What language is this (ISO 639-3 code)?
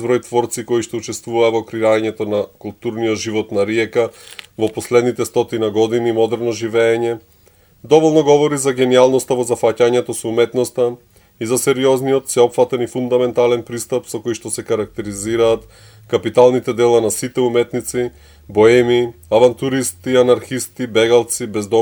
mkd